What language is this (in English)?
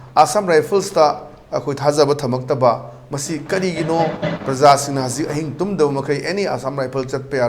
Manipuri